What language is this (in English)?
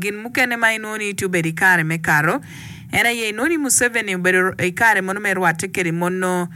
Acoli